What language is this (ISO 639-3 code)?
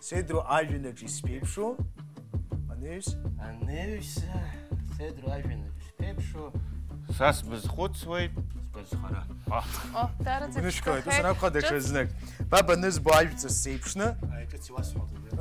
abk